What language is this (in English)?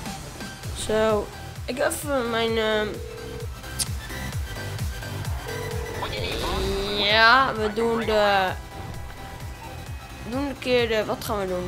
Dutch